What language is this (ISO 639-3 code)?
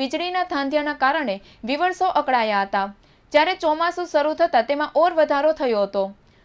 guj